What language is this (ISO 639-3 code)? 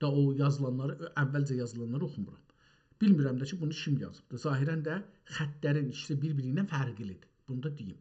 azb